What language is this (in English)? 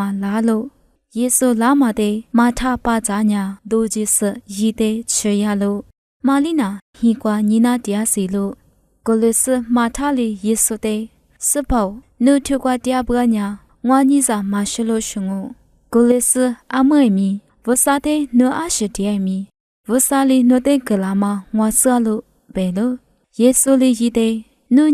Lisu